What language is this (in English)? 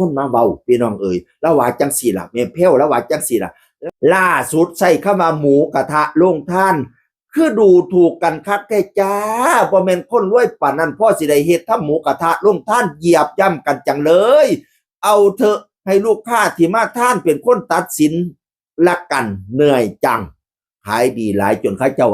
Northeastern Thai